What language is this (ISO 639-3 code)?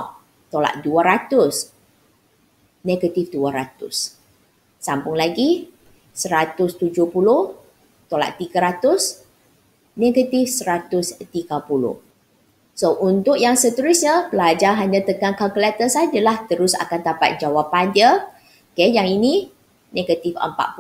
msa